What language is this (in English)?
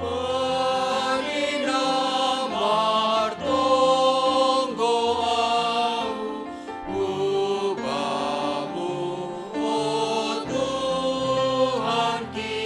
Batak Simalungun